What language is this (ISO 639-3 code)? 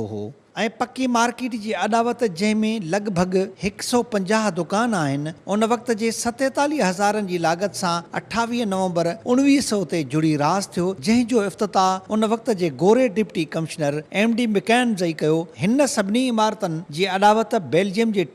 snd